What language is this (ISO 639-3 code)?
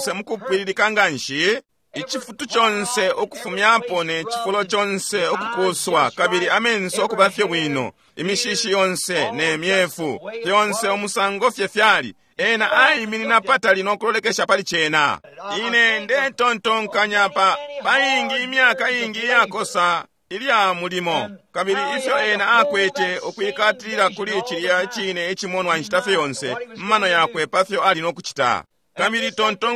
bem